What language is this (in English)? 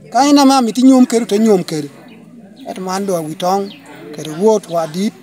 Lango (Uganda)